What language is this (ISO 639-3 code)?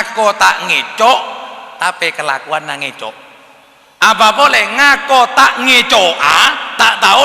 mad